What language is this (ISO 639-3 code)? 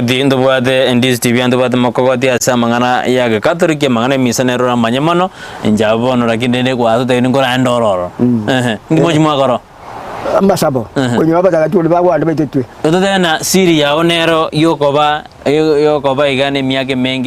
guz